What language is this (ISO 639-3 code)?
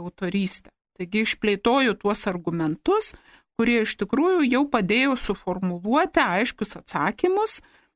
lit